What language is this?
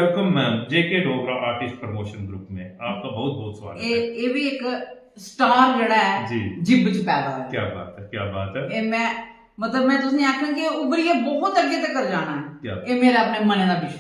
Dogri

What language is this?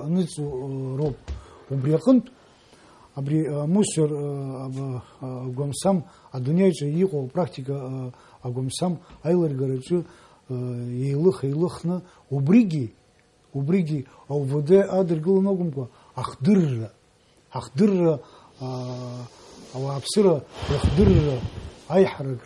Abkhazian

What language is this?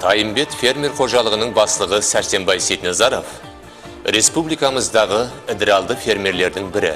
Kara-Kalpak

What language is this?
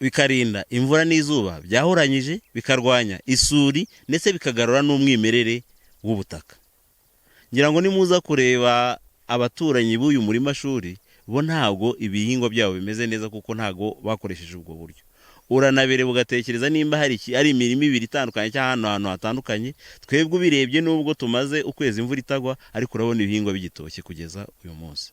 Kinyarwanda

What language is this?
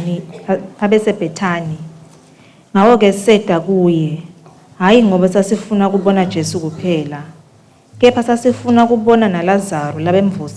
Swati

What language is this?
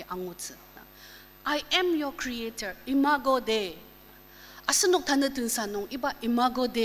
Ao Naga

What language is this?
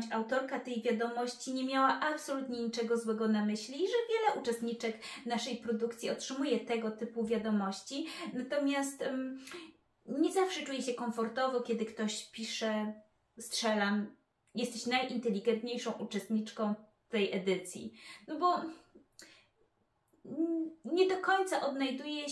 Polish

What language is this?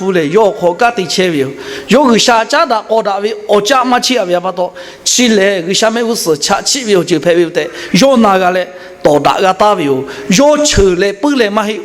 Lahu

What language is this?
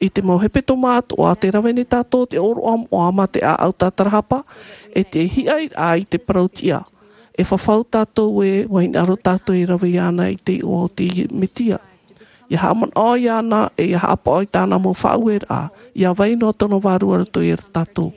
Tahitian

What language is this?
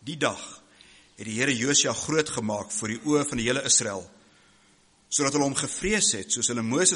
Afrikaans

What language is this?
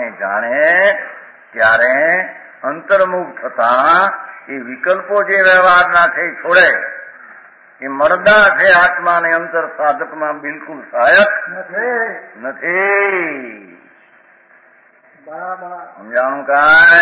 Gujarati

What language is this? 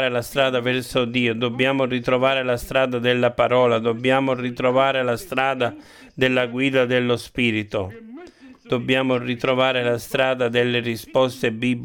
Italian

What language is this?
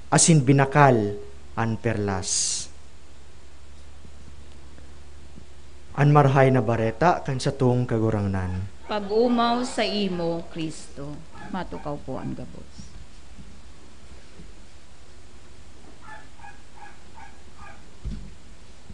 Bikol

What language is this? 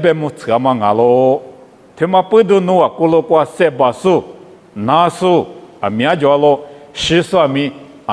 Lisu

